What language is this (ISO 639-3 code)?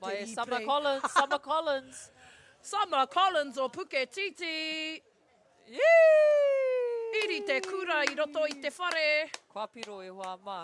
mri